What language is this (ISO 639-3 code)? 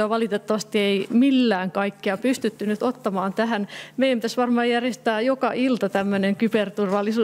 fin